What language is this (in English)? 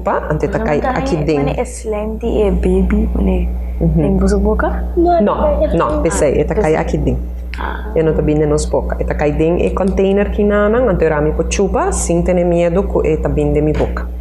Papiamento